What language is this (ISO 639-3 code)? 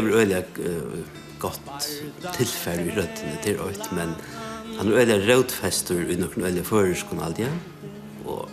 fao